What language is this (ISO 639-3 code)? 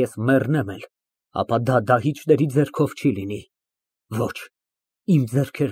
hye